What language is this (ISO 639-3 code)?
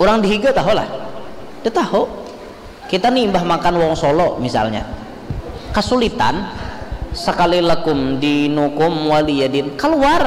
bjn